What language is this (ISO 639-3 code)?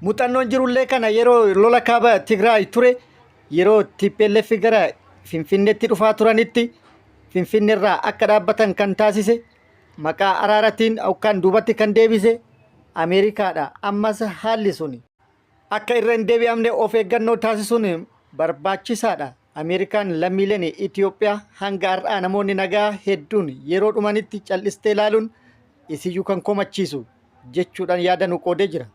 orm